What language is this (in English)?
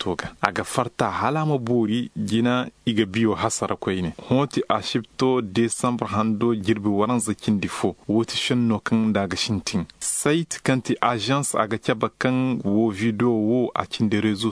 Koyraboro Senni